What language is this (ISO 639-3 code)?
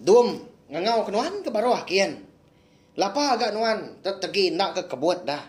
iba